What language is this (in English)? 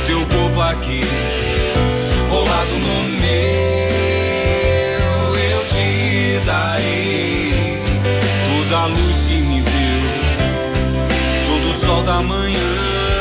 Portuguese